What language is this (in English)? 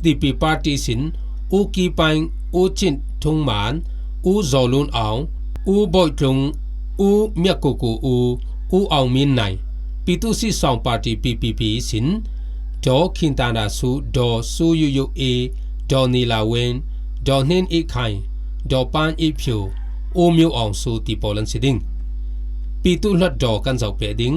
Falam Chin